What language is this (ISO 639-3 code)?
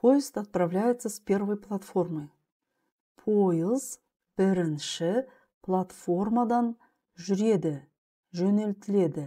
kaz